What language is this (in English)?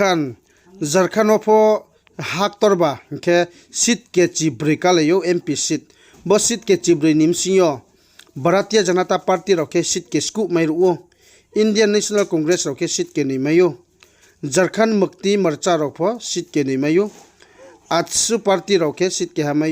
Riang (India)